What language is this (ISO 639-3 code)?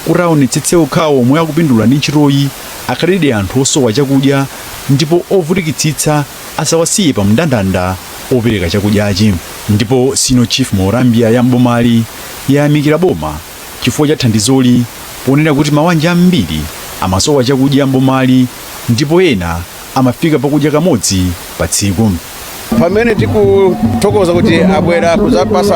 nya